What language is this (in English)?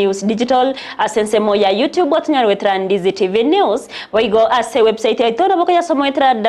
Gusii